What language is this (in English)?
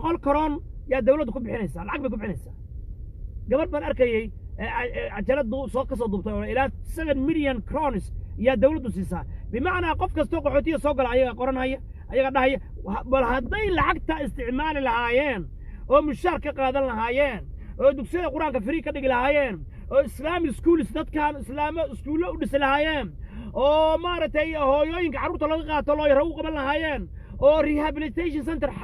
Somali